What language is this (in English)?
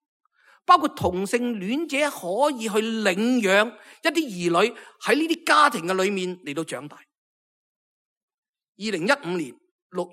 Cantonese